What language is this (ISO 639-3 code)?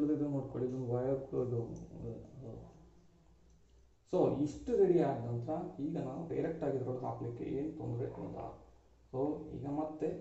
kan